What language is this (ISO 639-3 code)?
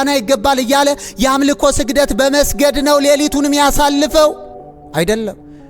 amh